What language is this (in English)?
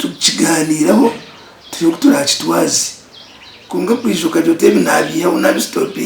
Nyankole